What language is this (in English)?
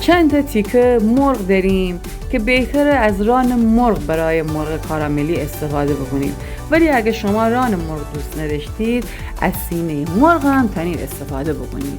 Gilaki